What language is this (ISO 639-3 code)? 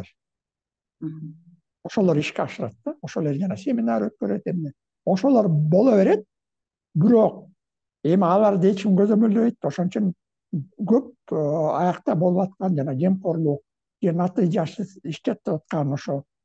kir